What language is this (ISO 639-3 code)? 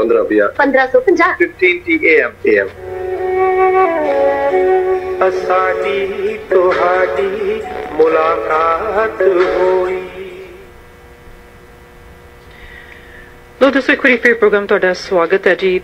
pan